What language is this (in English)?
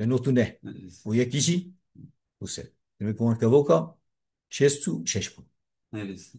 Kurdish